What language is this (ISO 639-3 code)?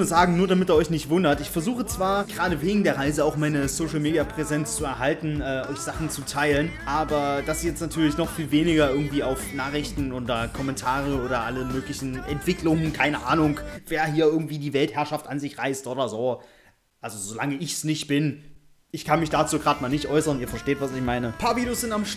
deu